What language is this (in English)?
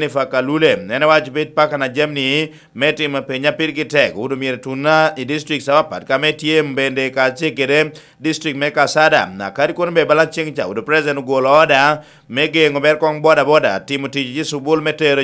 Lango (Uganda)